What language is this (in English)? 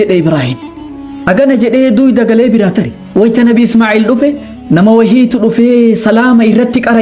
Oromo